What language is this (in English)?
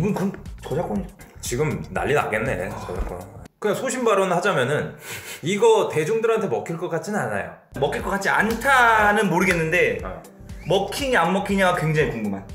Korean